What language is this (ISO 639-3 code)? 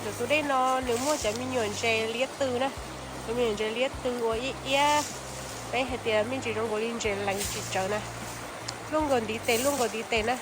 hmn